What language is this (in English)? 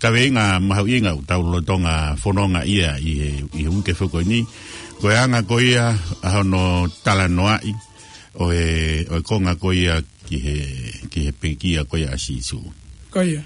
Tongan